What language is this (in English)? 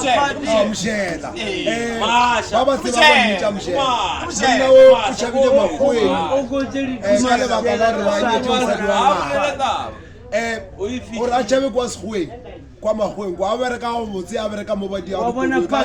Northern Sotho